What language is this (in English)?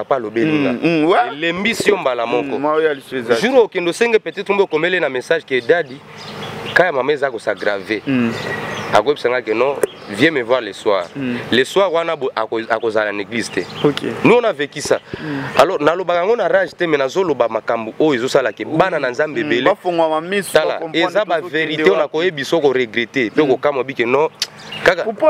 Lingala